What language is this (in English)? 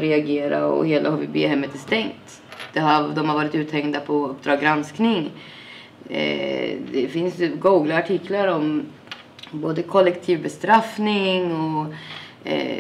Swedish